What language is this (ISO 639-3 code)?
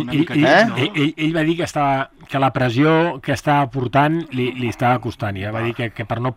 cat